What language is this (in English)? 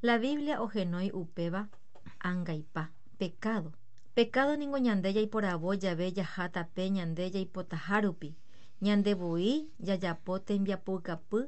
Guarani